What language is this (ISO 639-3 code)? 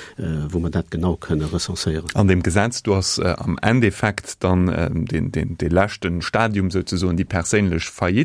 ltz